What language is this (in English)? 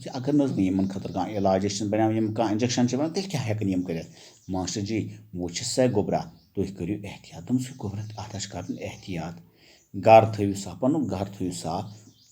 Kashmiri